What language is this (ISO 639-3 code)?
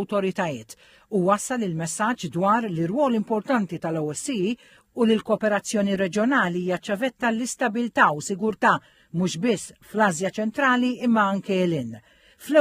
mlt